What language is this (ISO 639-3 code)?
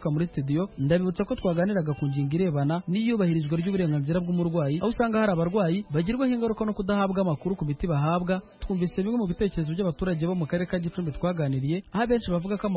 kin